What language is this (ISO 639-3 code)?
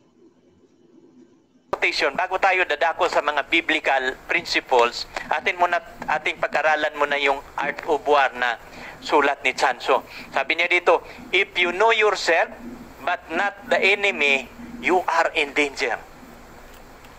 fil